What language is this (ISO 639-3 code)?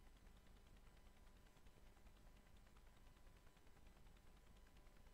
ara